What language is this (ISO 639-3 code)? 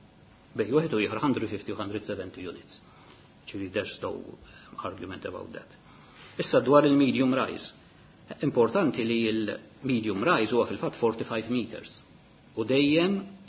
mlt